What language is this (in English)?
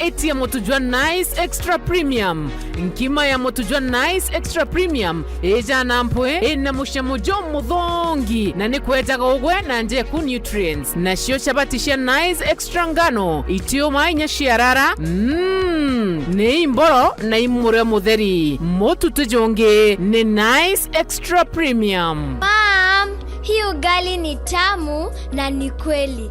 Meru